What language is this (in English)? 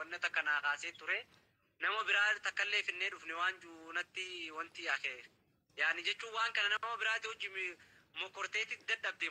Oromo